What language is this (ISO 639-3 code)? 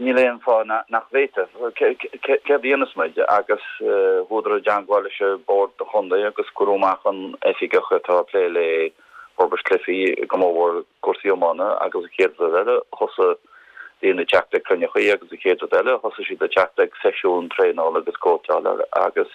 gle